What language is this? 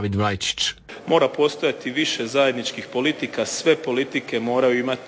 Croatian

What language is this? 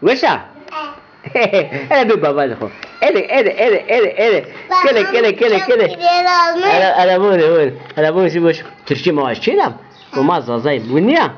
Zaza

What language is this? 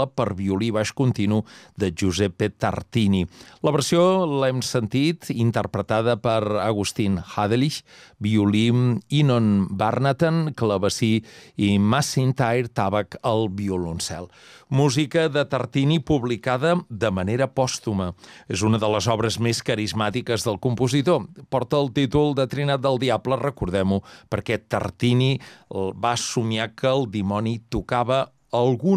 Catalan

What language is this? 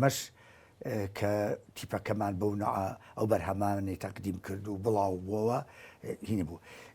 Central Kurdish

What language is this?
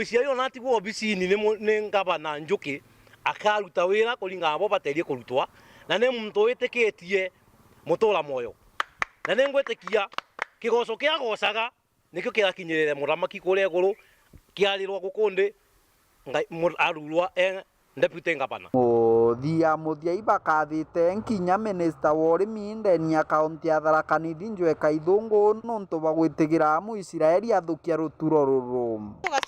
Meru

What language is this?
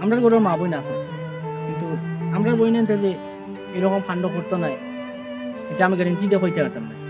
Sylheti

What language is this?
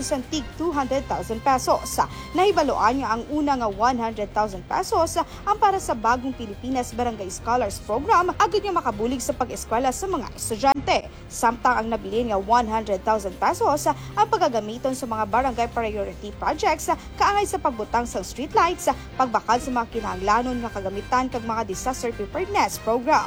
Hiligaynon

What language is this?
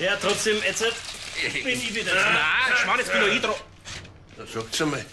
Bavarian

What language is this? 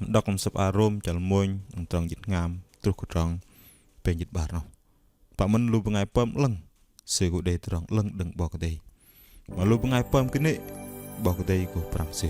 Bahnar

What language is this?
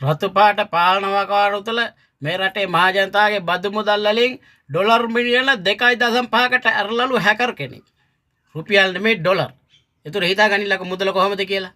Sinhala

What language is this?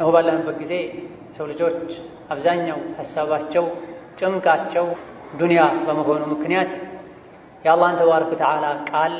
Amharic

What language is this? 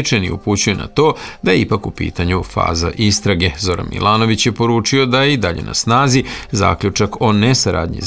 Serbian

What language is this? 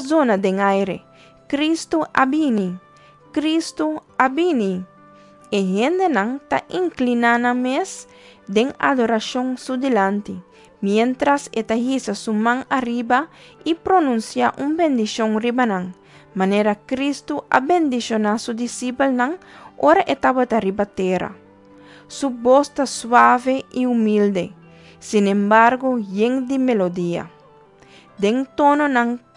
Papiamento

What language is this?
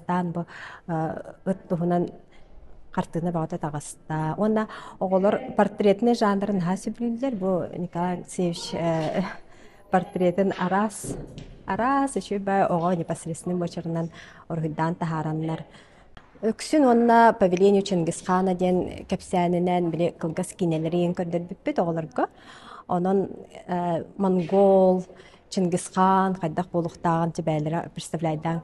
Yakut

